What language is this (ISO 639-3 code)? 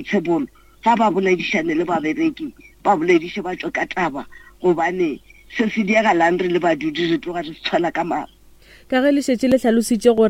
nso